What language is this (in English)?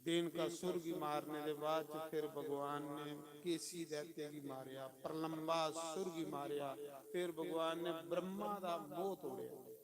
Dogri